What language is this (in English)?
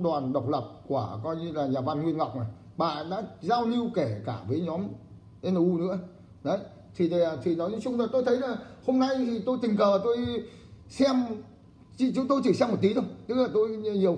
Vietnamese